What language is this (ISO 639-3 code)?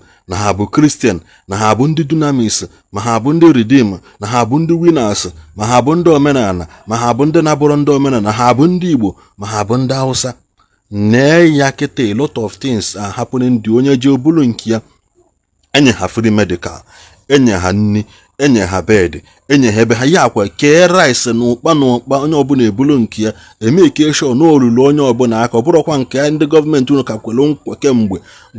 ibo